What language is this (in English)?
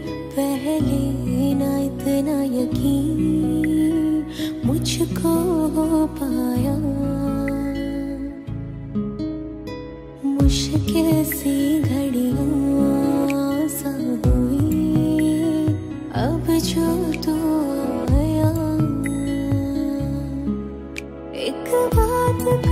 Hindi